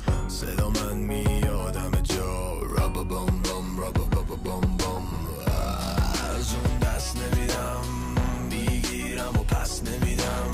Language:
Persian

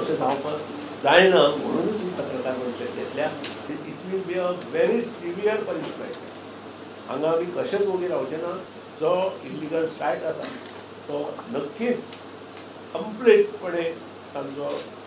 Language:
Konkani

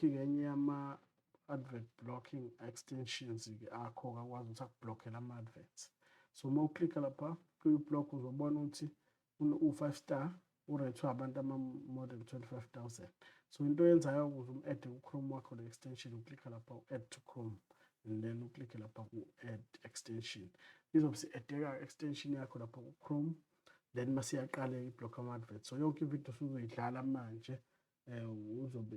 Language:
Zulu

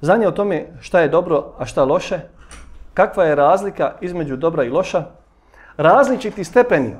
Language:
Bosnian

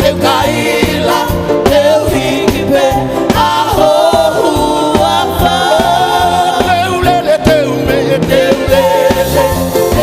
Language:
Tongan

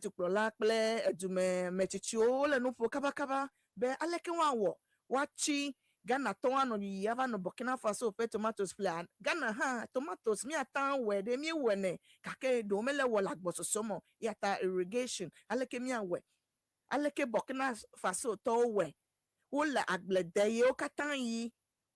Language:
Ewe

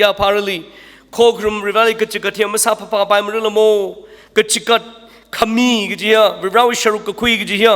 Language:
Tangkhul Naga (India)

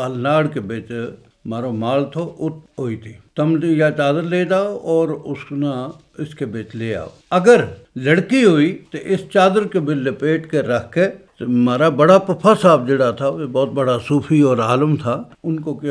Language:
Gujari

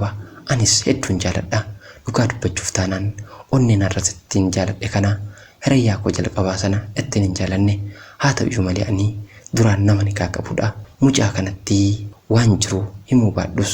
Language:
Oromo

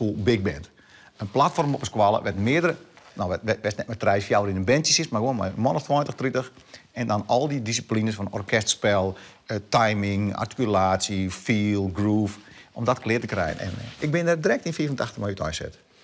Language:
Western Frisian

